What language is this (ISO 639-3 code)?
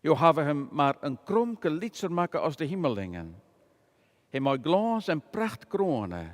fry